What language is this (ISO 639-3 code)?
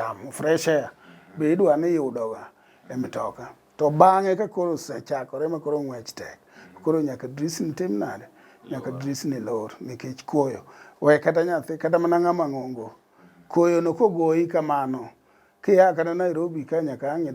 luo